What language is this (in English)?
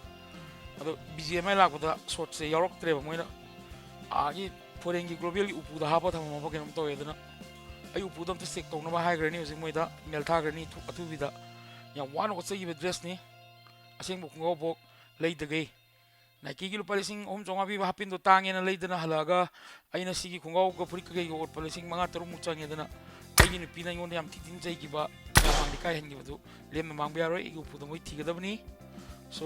Manipuri